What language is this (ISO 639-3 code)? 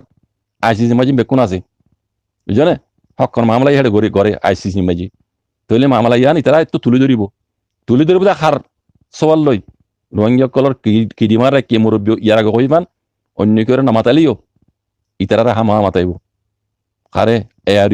rhg